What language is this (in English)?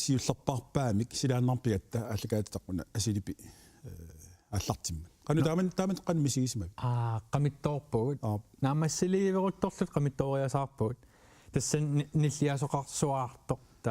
Kalaallisut